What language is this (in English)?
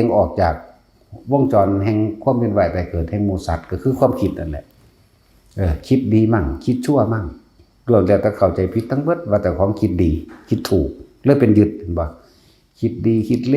Northeastern Thai